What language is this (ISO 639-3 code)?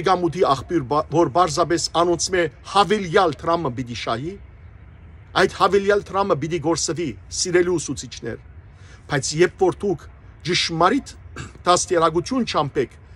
hyw